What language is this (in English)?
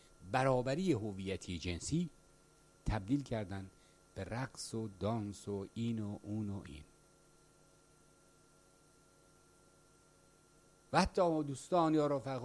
Persian